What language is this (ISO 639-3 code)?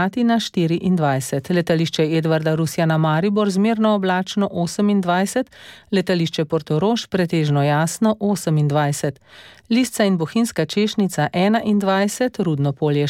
slv